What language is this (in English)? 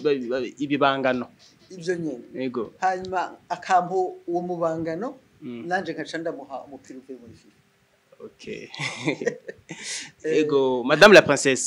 Rundi